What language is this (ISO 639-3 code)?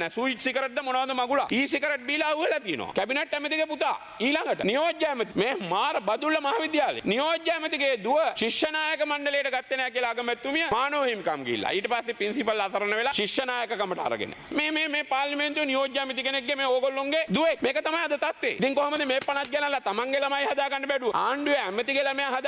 sin